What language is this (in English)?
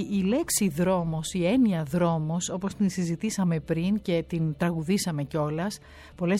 Greek